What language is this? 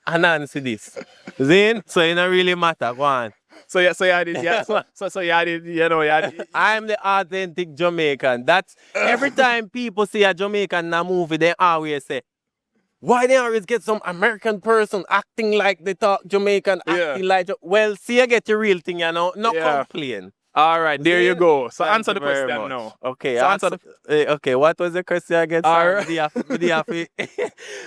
Jamaican Creole English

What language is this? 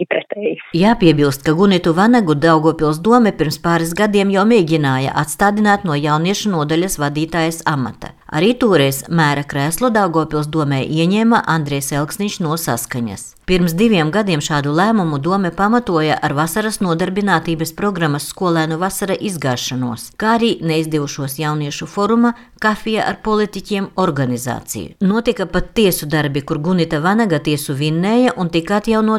Latvian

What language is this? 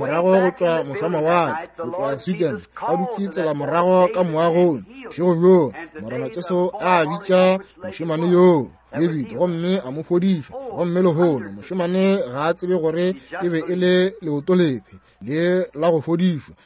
Northern Sotho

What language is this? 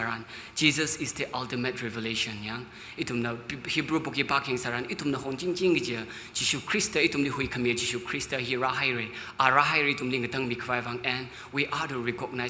Tangkhul Naga (India)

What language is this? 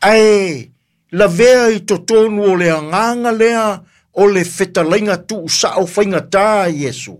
Samoan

